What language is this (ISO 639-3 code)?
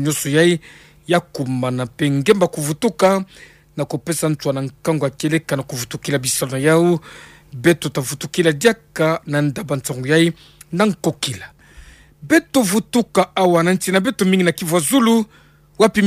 ktu